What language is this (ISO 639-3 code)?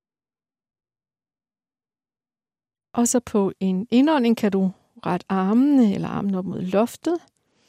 dan